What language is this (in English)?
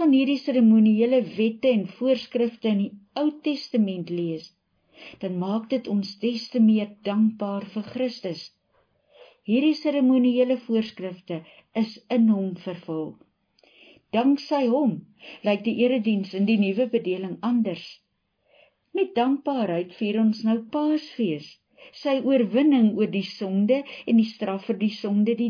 Afrikaans